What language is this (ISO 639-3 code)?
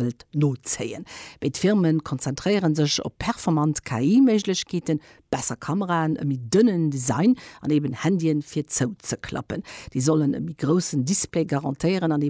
ltz